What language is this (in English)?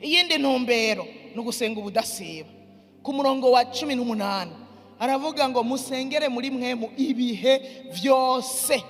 Rundi